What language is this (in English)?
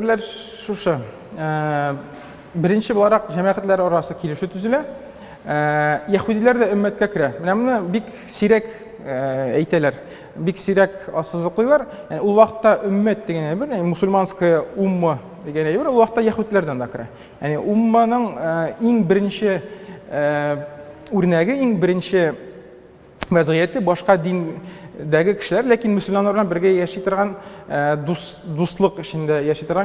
Tatar